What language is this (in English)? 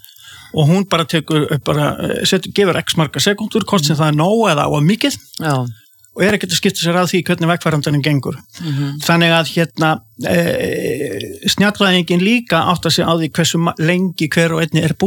Icelandic